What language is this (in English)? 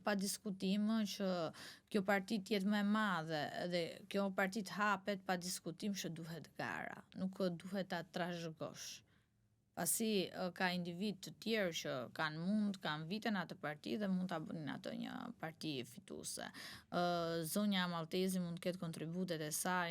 Albanian